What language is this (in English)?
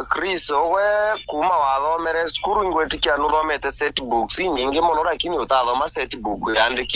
Meru